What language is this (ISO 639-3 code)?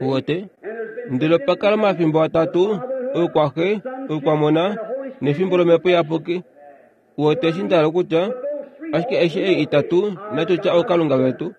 kua